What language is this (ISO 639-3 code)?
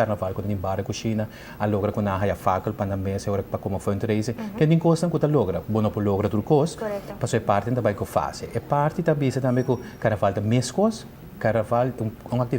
pap